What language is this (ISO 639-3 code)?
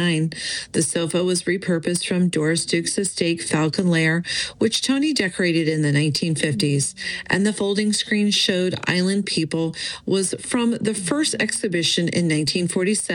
eng